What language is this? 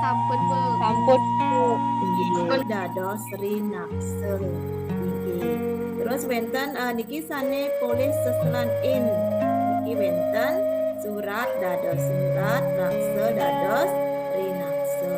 Balinese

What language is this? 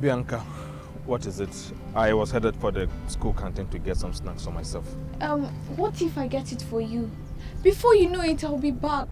Nigerian Pidgin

